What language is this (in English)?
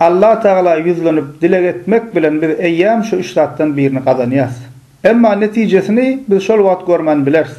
Turkmen